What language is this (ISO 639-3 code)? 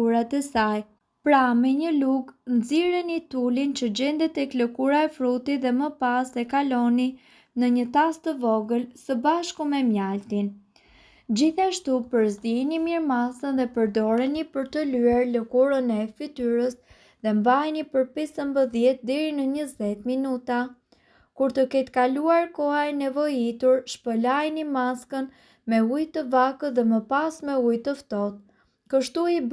sqi